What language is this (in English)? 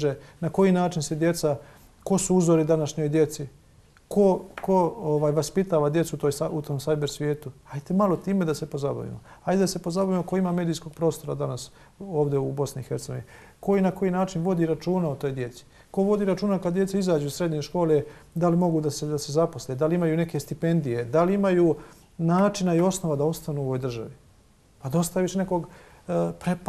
Bosnian